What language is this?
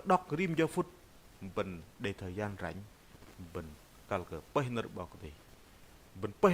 Bahnar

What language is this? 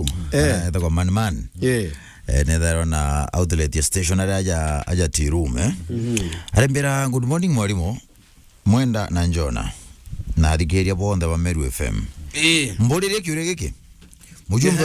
Meru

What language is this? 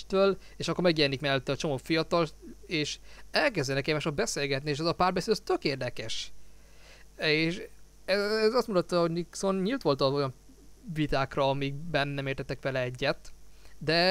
Hungarian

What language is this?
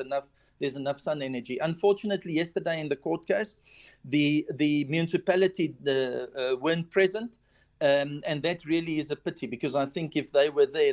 English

